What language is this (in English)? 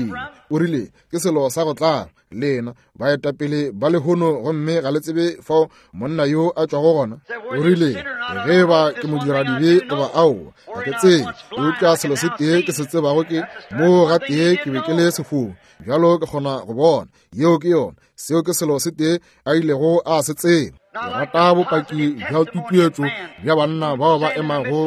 Northern Sotho